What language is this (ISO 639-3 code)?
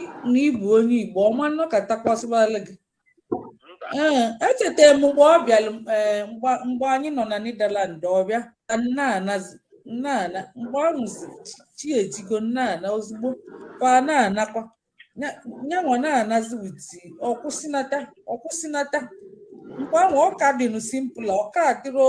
ibo